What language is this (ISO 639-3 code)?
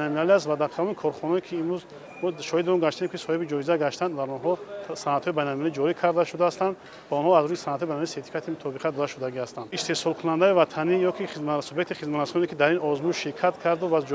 tgk